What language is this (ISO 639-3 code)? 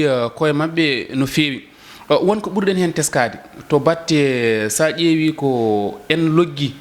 ful